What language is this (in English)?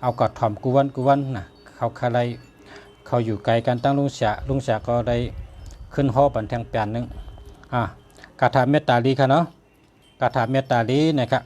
Shan